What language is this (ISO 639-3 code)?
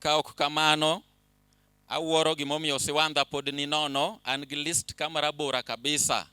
luo